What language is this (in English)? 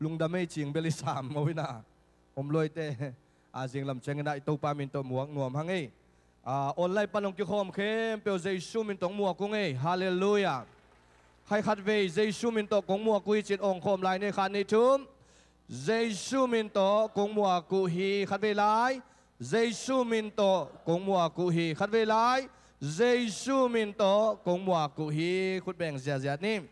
Tedim Chin